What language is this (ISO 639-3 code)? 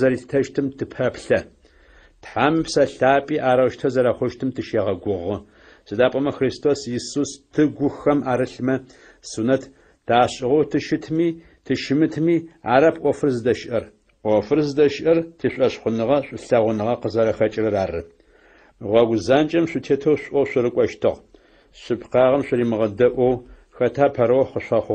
ady